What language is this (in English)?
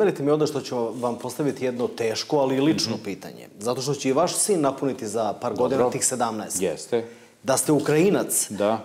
Serbian